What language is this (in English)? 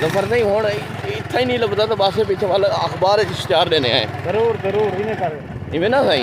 Saraiki